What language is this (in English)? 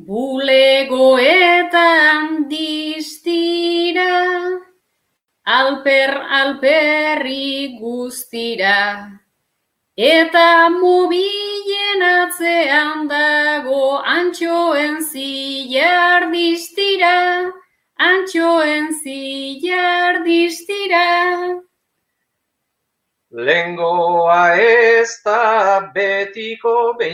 Basque